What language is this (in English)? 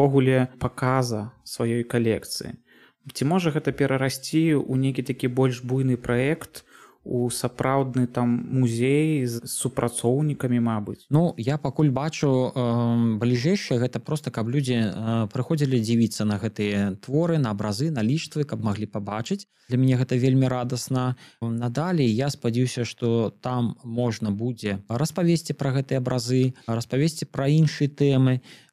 Belarusian